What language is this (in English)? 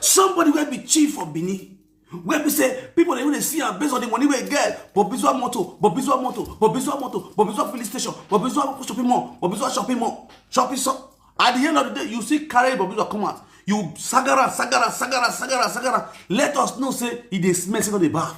Nigerian Pidgin